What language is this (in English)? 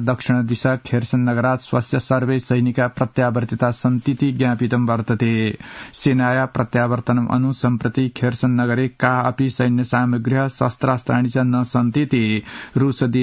Sanskrit